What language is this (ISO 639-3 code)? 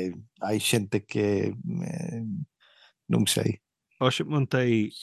glg